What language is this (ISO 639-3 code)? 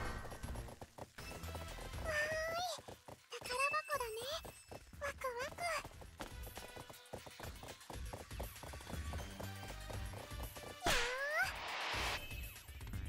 jpn